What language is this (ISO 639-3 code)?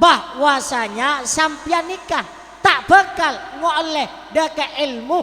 mad